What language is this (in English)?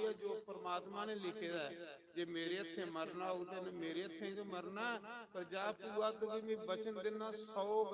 Dogri